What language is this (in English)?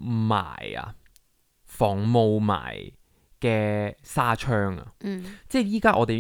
Cantonese